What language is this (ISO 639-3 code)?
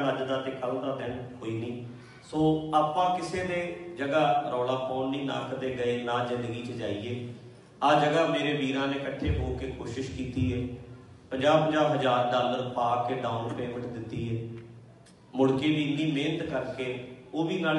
pan